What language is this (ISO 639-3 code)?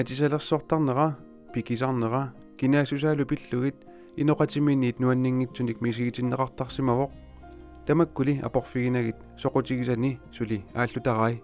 kal